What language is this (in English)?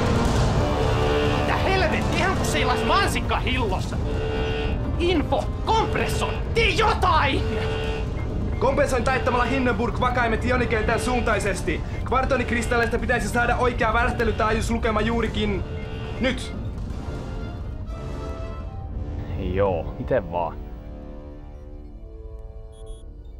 Finnish